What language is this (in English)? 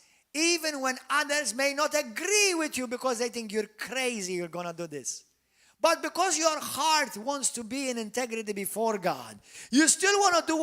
English